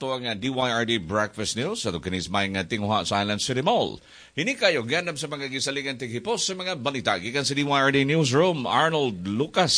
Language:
Cebuano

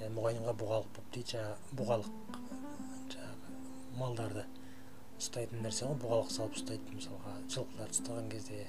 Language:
Kazakh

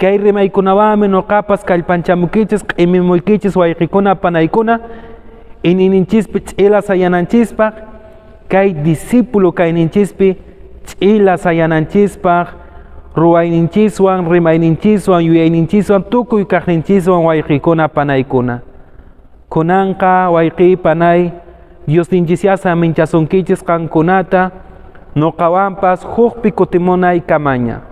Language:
Quechua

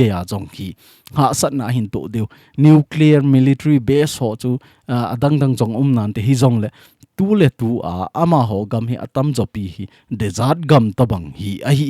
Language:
Thado Chin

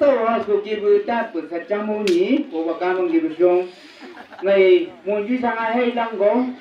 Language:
Chang Naga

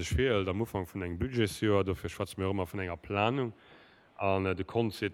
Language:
Luxembourgish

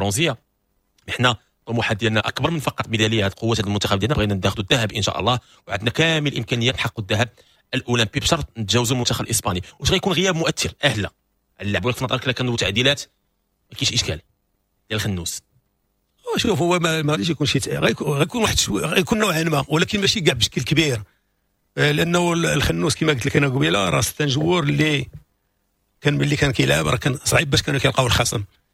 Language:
Moroccan Arabic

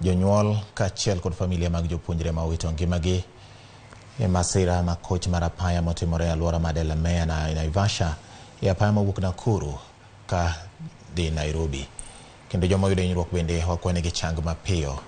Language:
Luo (Kenya and Tanzania)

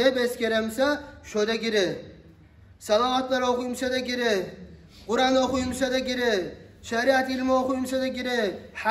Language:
Kumyk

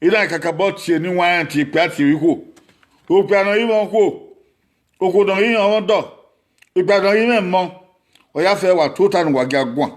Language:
Bini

